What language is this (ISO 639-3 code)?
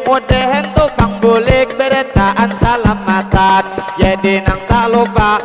bjn